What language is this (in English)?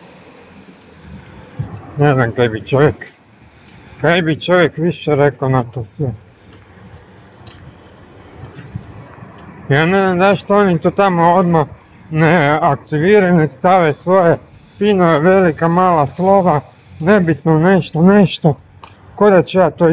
Croatian